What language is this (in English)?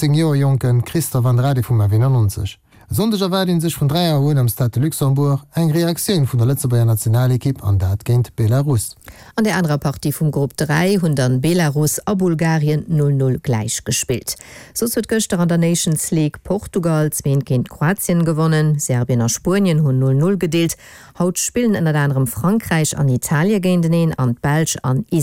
Luxembourgish